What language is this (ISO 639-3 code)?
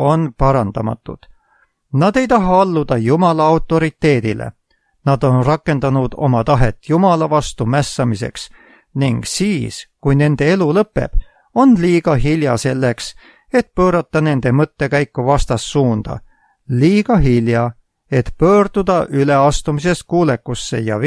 est